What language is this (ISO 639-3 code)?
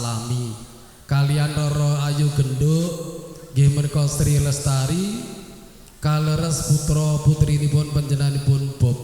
jav